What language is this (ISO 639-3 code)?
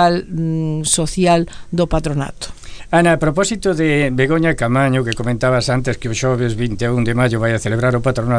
glg